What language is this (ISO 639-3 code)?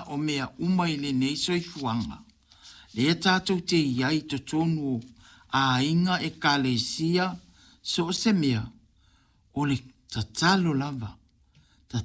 smo